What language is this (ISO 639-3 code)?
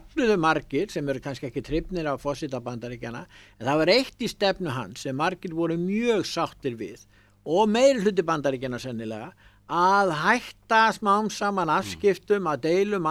isl